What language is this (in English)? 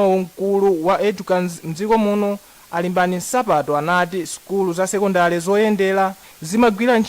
Nyanja